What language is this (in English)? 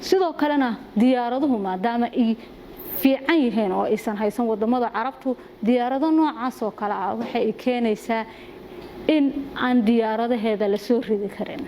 Somali